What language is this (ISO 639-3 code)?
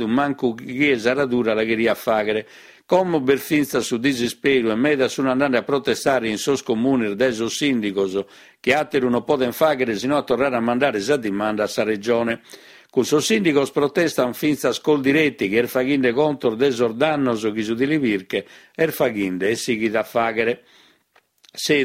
srd